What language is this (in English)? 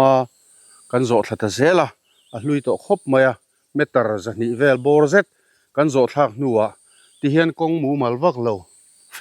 Mizo